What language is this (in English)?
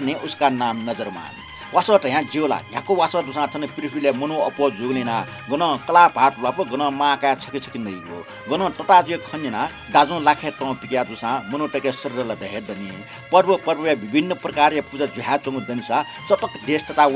Newari